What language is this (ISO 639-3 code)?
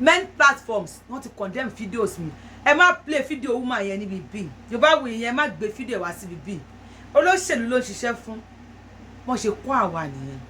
yor